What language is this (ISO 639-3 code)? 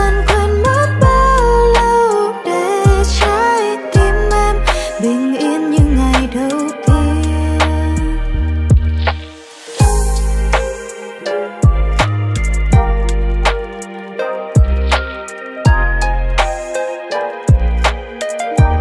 vie